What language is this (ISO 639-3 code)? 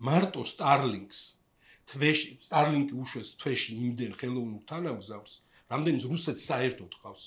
kat